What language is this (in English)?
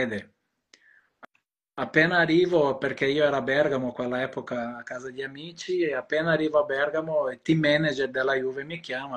Italian